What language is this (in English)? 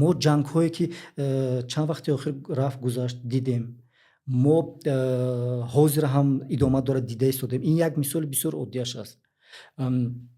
Tajik